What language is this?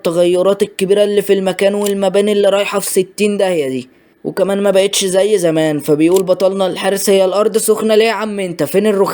Egyptian Arabic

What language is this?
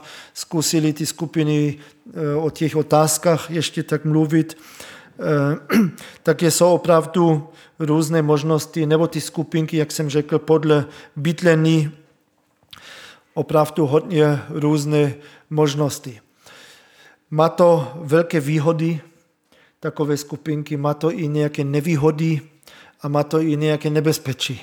Czech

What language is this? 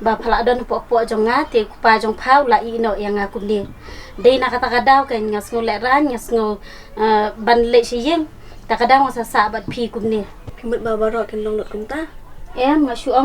Khasi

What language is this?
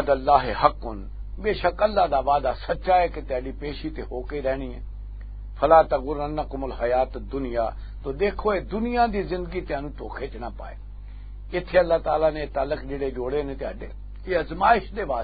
Western Panjabi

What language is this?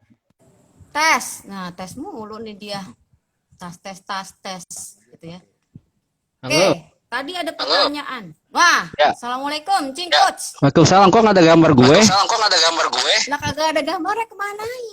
Betawi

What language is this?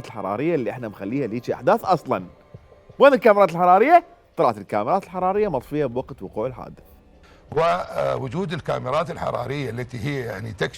Mesopotamian Arabic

